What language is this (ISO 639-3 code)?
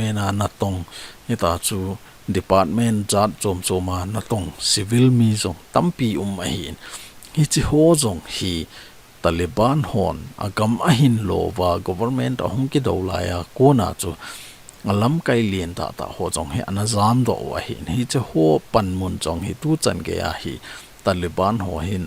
tcz